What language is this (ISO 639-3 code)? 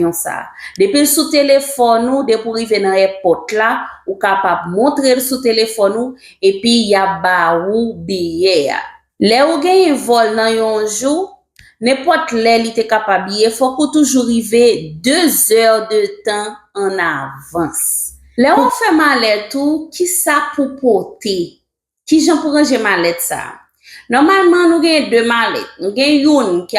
hat